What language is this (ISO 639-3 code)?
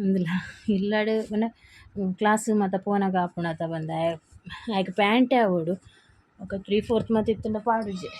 tcy